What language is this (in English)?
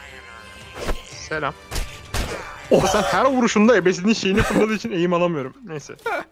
Turkish